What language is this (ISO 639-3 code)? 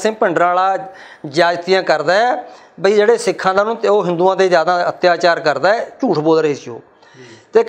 pan